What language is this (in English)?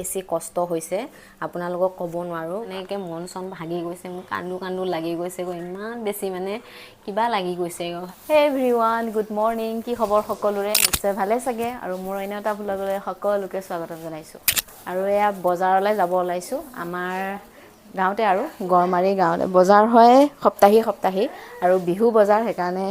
Assamese